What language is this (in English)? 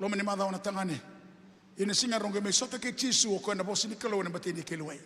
Fijian